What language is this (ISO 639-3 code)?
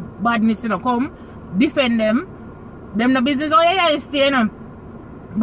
jam